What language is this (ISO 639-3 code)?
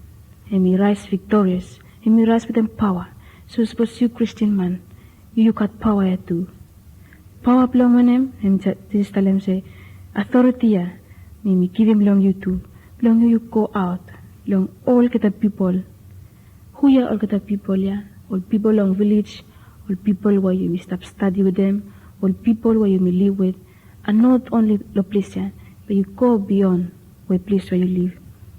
bis